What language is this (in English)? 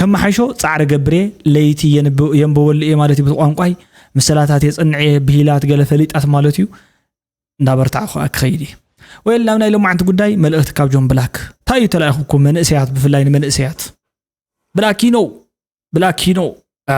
Tigrinya